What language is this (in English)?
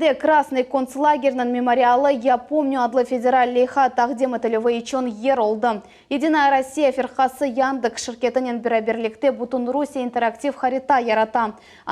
Crimean Tatar